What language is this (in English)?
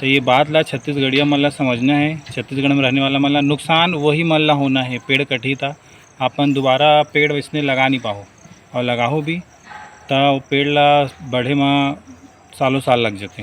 Chhattisgarhi